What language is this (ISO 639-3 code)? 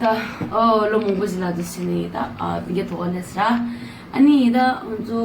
bod